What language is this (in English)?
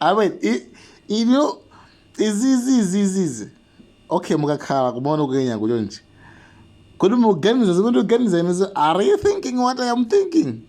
Nyanja